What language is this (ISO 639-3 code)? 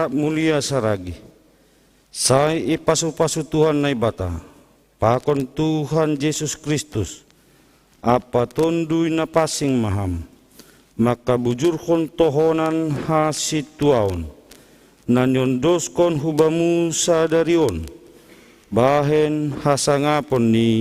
bts